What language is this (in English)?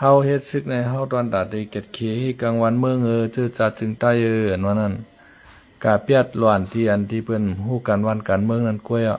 Shan